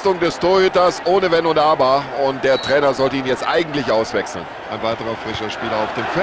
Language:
Bavarian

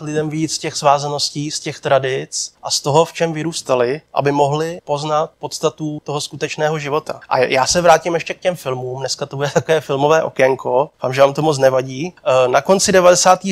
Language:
Czech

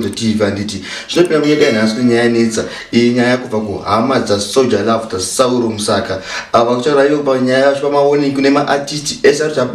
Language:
Shona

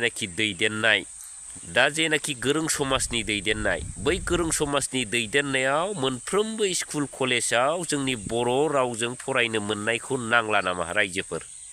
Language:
Bodo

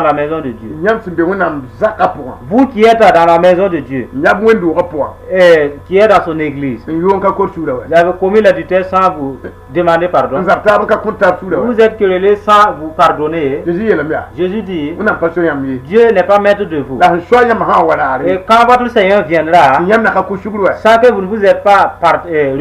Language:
Mossi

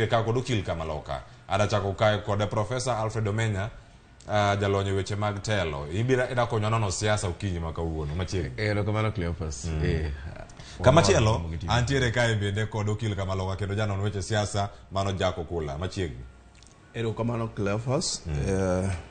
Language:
Luo (Kenya and Tanzania)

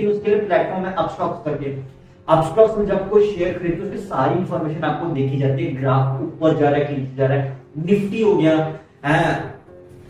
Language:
Hindi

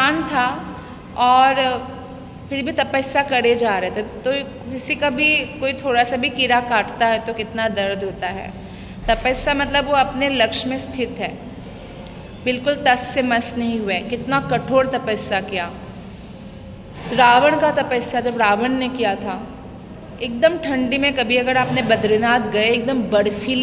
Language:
Hindi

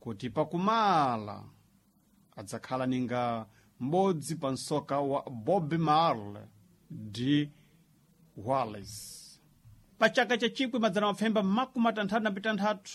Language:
Sena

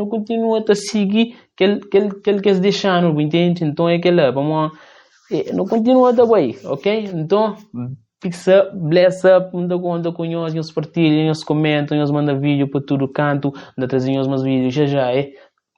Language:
Kabuverdianu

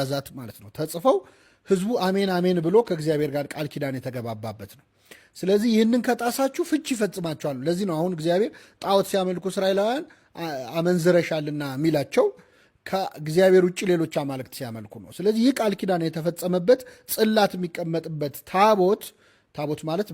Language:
Amharic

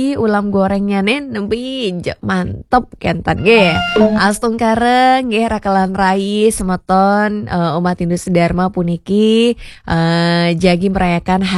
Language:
Balinese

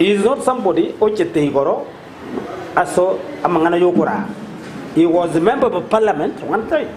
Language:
Gusii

